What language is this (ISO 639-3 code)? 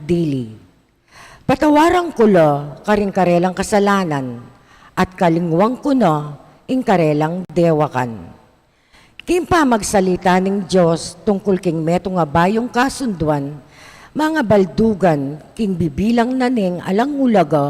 pam